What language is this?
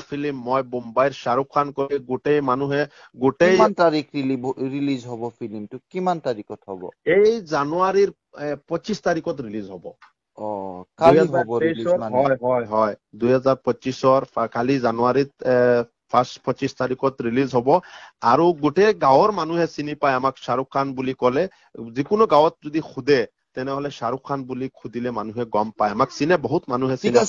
Assamese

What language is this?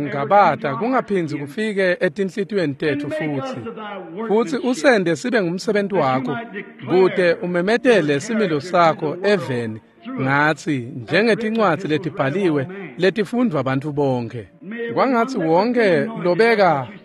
Swati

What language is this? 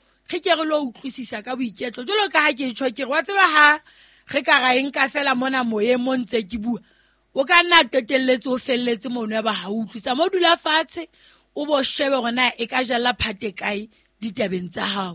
Southern Sotho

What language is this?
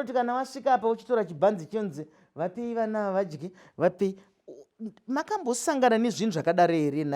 Shona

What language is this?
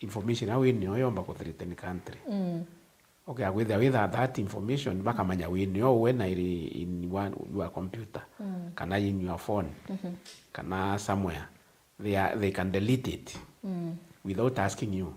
Meru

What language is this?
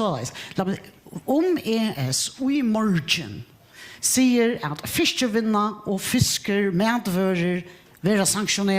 Faroese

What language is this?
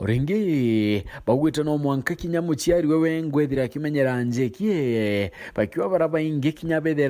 Meru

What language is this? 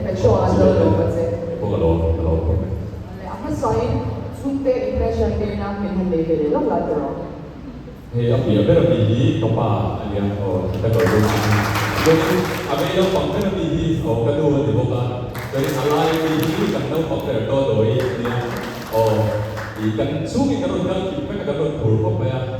Mizo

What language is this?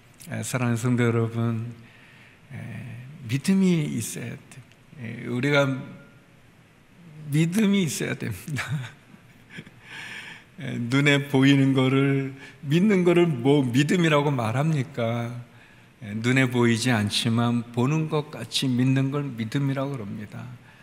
Korean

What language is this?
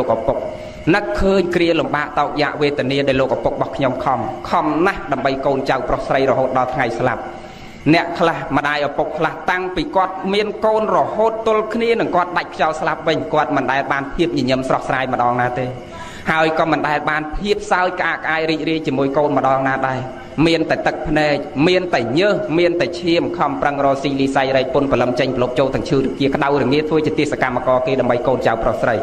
Khmer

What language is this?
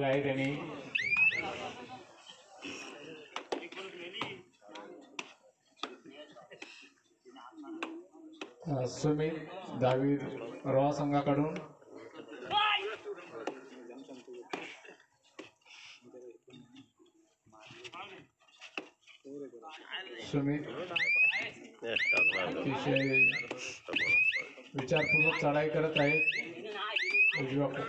Marathi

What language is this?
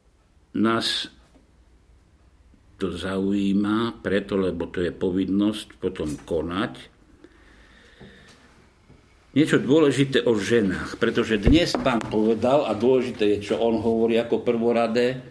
Slovak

